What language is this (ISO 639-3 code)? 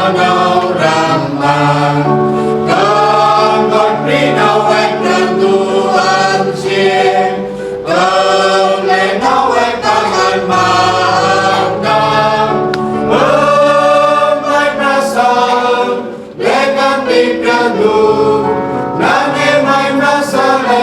cmo